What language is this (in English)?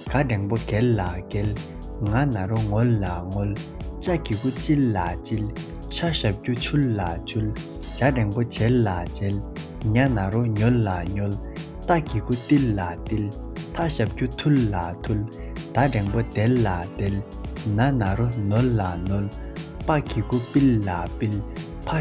Tibetan